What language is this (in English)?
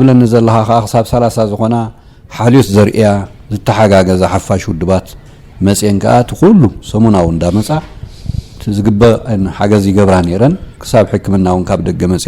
Tigrinya